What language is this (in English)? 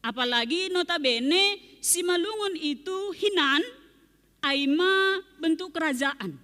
Batak Simalungun